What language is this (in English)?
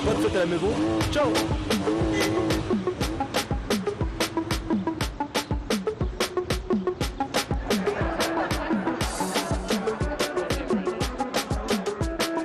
French